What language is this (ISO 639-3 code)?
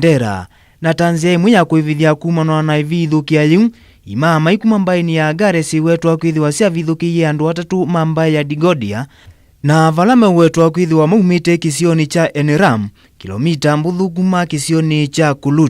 kam